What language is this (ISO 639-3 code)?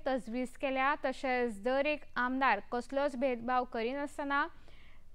kok